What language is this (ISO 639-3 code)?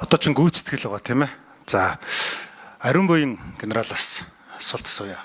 mon